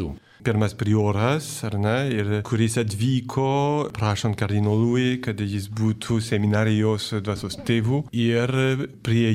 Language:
Lithuanian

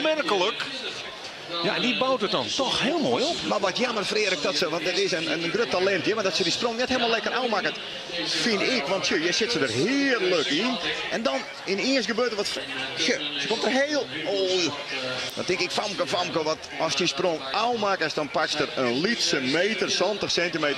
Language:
Western Frisian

